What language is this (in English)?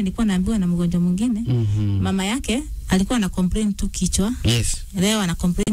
Swahili